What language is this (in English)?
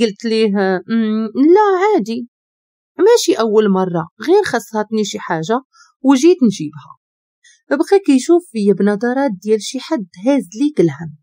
Moroccan Arabic